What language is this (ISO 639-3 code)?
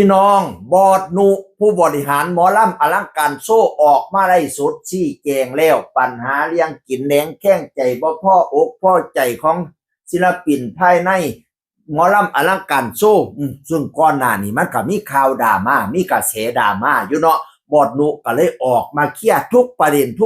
tts